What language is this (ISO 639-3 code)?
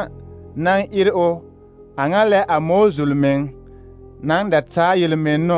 dga